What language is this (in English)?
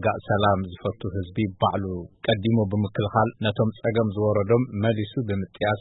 Tigrinya